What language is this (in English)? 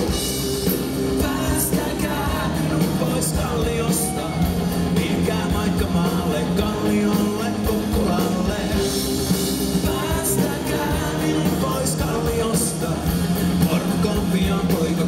Finnish